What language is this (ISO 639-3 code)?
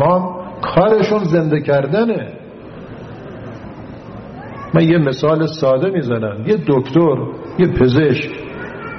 fas